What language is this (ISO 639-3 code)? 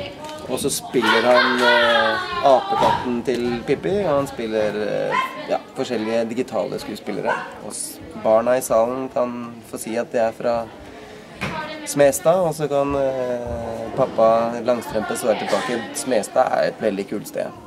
nor